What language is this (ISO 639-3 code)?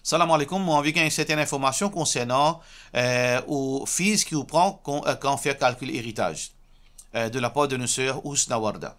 mfe